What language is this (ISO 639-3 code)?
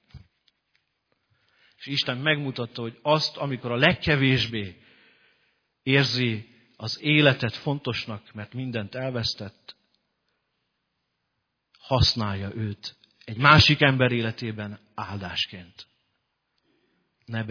hun